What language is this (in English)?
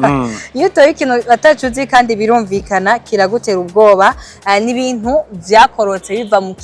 Rundi